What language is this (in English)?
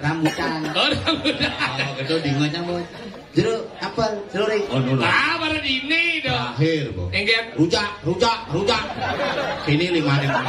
Balinese